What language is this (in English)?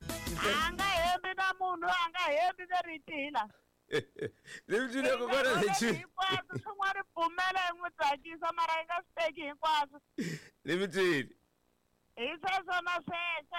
Tsonga